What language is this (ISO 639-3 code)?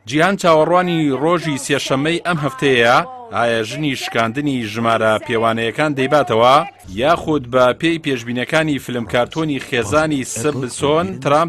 ckb